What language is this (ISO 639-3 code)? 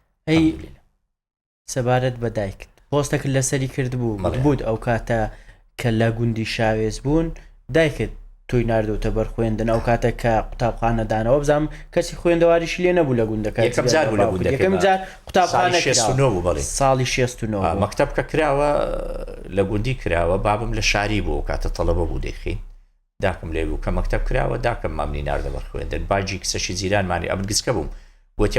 ckb